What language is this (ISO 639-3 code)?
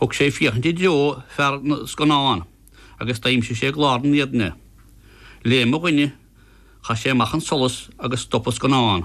gle